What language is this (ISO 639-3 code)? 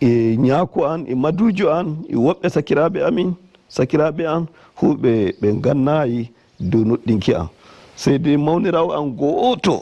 fuv